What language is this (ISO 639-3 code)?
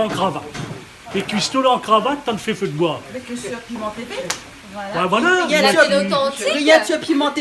rcf